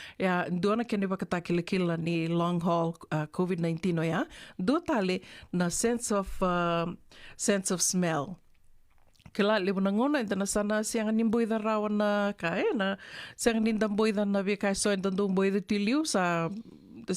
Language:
Fijian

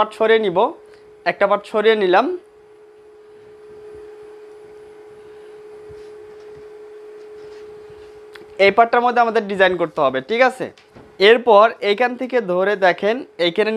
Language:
Bangla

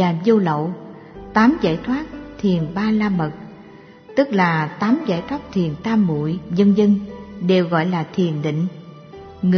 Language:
Vietnamese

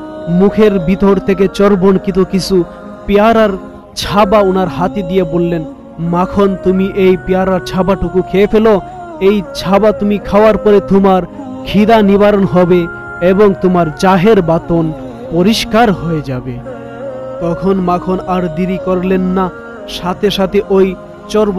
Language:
Bangla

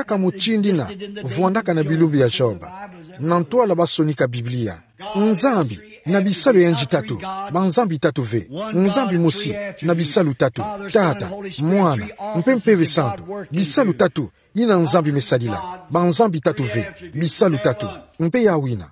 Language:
Kituba (Democratic Republic of Congo)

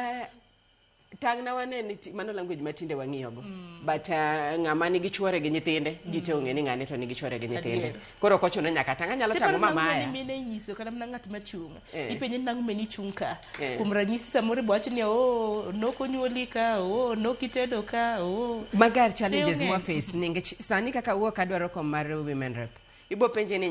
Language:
Luo (Kenya and Tanzania)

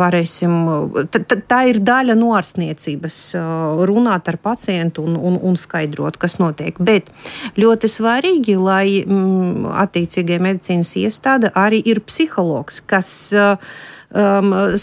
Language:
Latvian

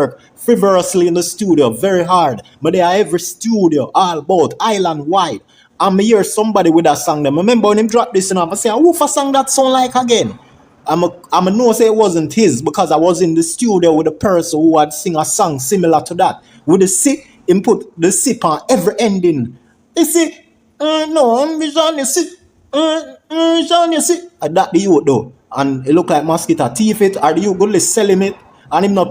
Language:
Jamaican Creole English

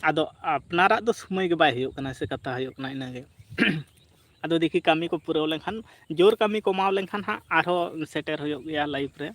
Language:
Santali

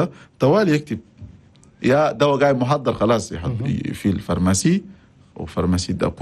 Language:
Chadian Arabic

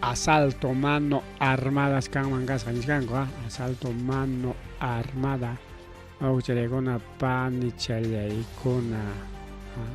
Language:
Ayacucho Quechua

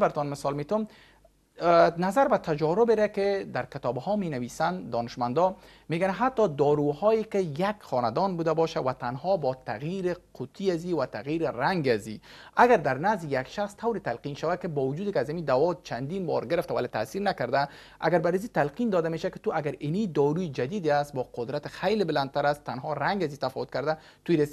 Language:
Persian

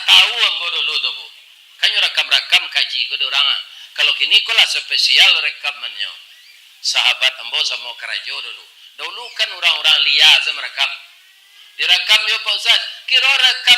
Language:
Minangkabau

